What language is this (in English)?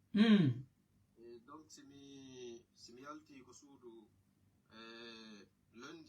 Fula